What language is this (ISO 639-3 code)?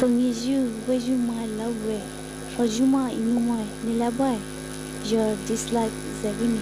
pmx